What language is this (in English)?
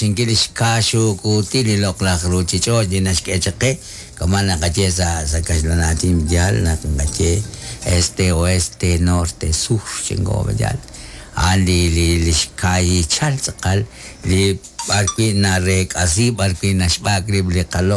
Kekchí